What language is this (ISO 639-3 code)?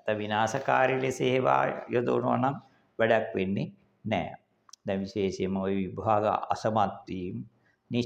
sin